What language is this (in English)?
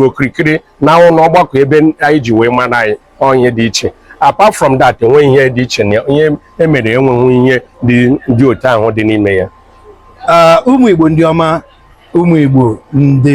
Igbo